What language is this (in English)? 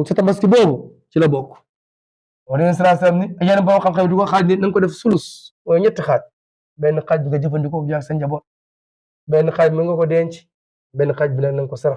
Wolof